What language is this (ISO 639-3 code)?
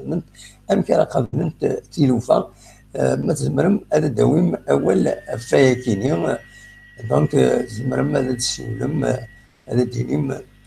kab